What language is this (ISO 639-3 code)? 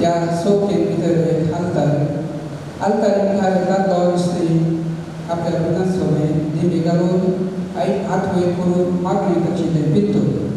kok